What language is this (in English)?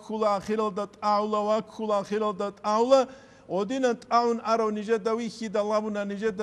Avaric